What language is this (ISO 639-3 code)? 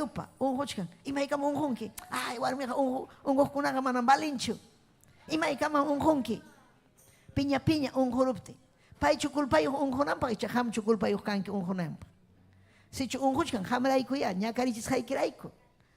quy